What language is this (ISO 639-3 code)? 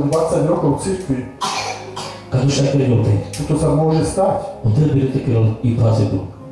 slk